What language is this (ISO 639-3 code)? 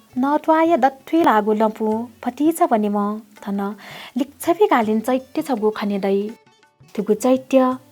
new